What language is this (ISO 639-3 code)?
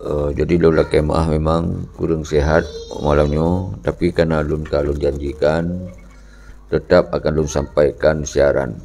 ace